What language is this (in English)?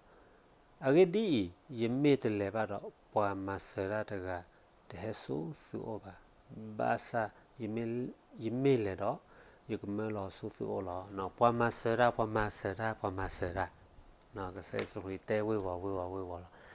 S'gaw Karen